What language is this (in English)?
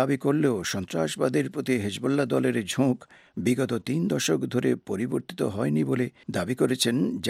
Bangla